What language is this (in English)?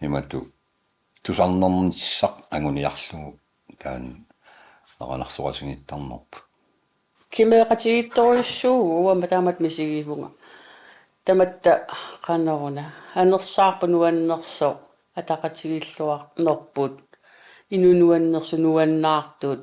Kalaallisut